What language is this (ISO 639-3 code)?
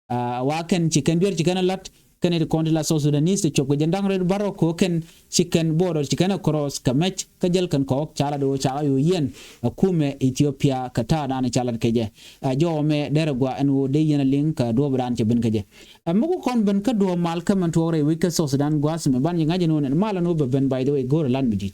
nus